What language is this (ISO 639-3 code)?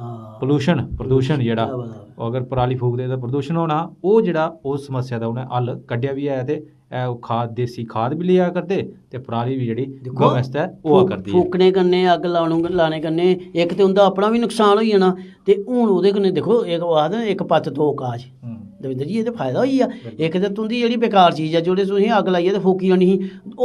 doi